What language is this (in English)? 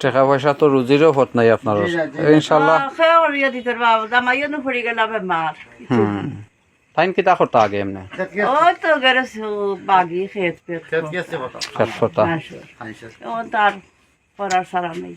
Sylheti